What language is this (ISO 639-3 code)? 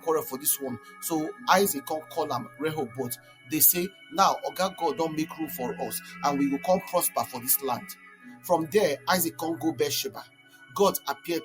pcm